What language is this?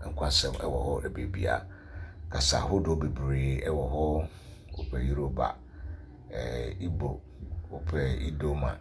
Akan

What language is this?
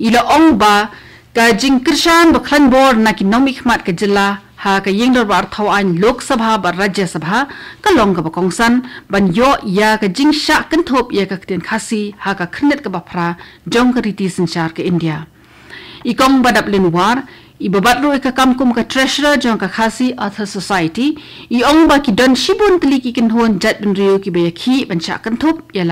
Khasi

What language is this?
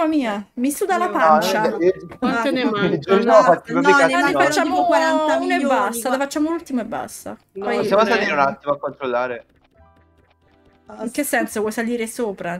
Italian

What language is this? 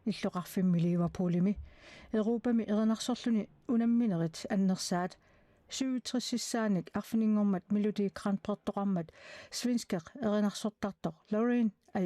Kalaallisut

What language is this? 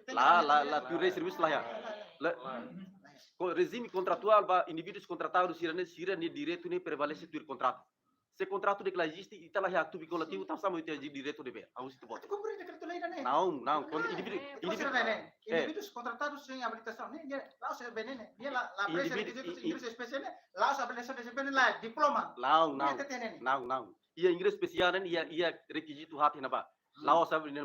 Tetum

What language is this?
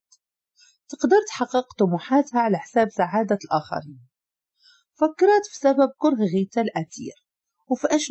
Moroccan Arabic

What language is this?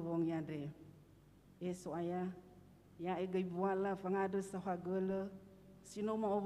Nias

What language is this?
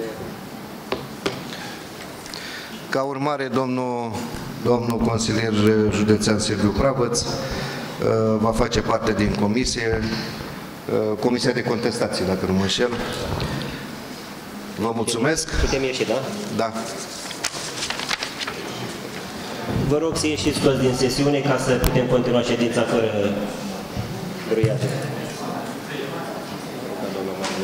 Romanian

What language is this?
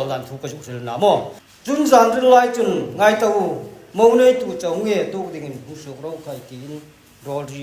Hmar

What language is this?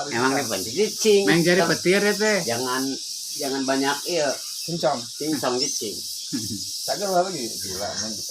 Sundanese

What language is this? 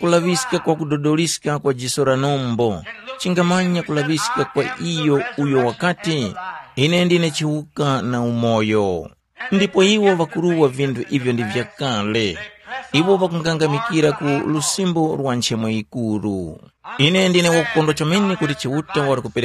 Tumbuka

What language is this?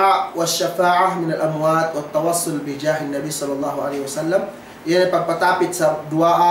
Yakan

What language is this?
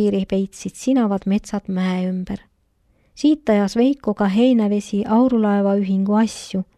Estonian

